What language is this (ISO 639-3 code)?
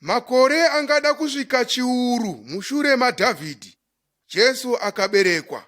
sna